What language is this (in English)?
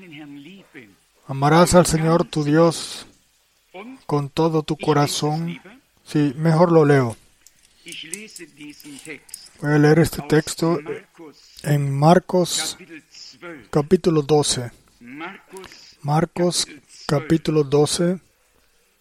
Spanish